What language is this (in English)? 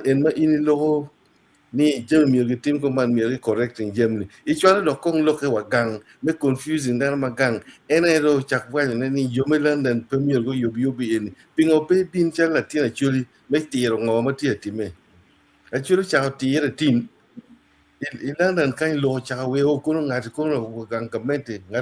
Acoli